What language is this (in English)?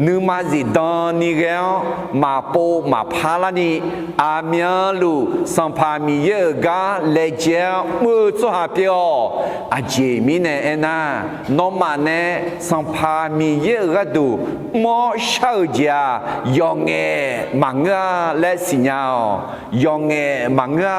Akha